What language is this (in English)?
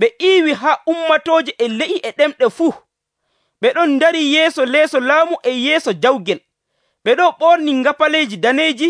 Nigerian Fulfulde